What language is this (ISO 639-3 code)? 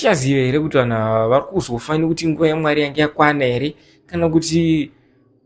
sna